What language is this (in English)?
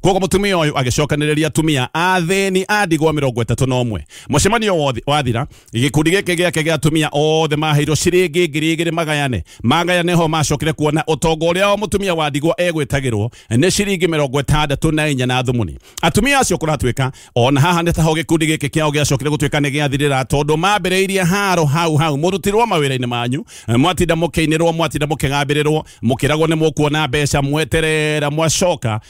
Kikuyu